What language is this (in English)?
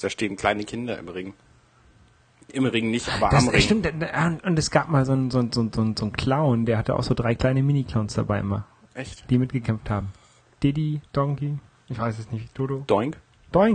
German